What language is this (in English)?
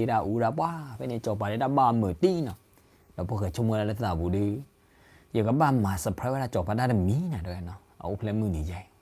S'gaw Karen